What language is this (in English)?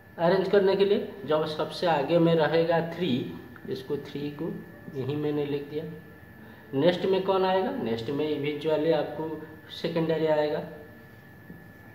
Hindi